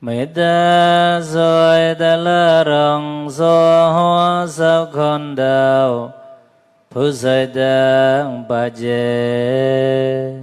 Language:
Mon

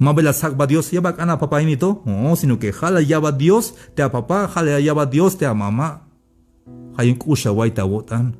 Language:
Tzeltal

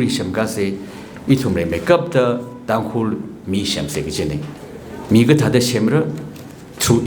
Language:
Tangkhul Naga (India)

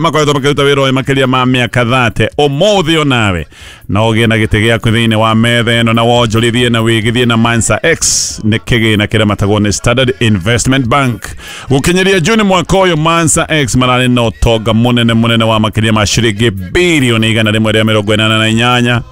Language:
Kikuyu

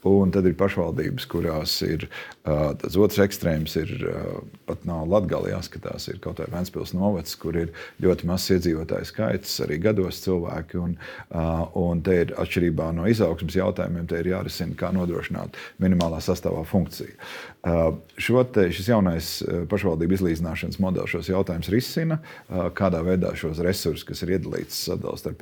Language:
Latvian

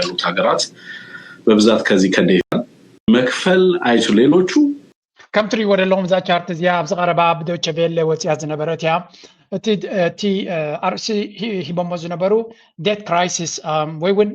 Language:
Tigrinya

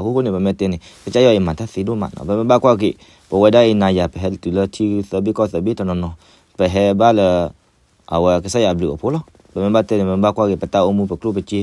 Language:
S'gaw Karen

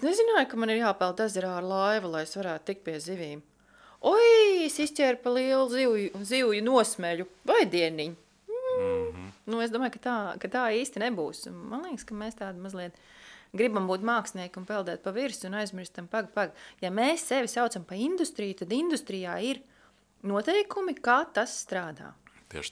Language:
Latvian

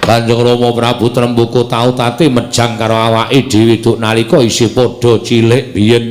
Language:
Javanese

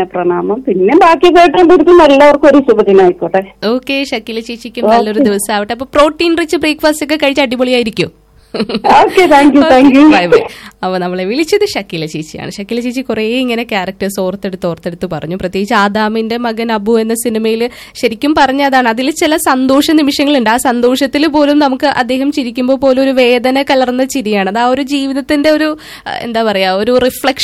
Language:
Malayalam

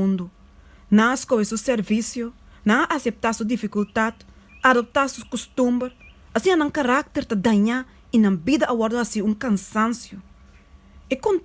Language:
Papiamento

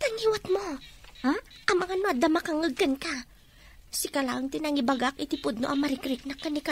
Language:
Iloko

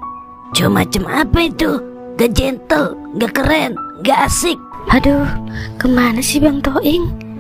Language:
Betawi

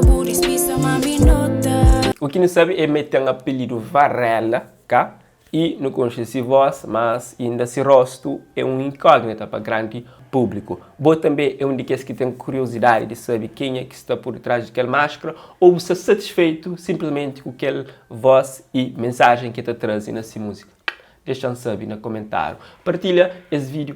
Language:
Kabuverdianu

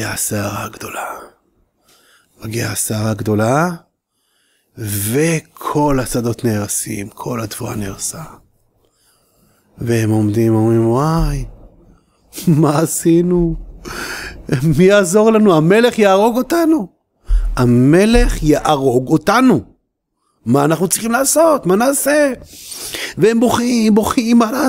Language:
Hebrew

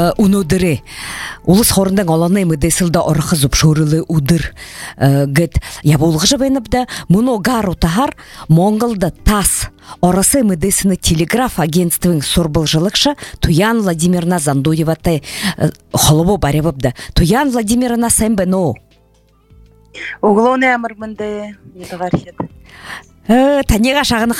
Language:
Buriat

